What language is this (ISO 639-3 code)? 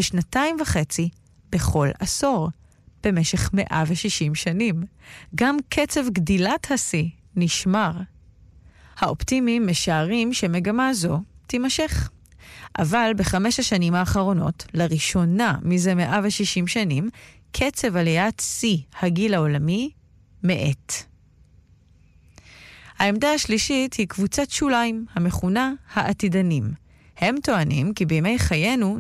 heb